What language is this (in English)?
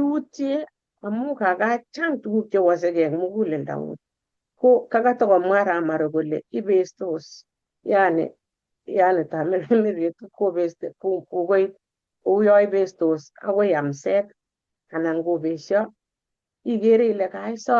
Kalenjin